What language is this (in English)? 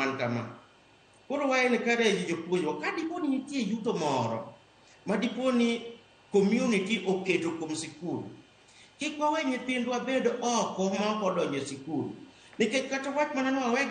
Luo (Kenya and Tanzania)